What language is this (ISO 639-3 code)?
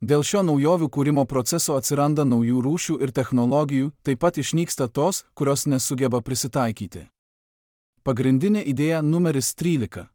lit